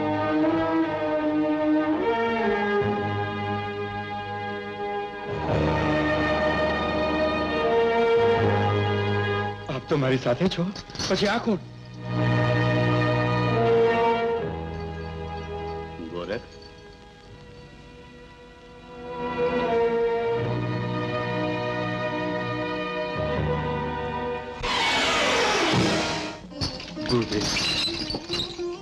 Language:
Gujarati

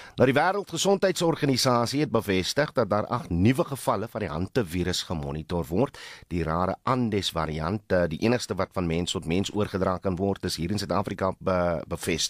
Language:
Afrikaans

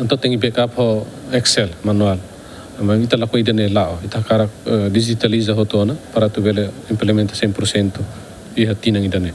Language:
Tetum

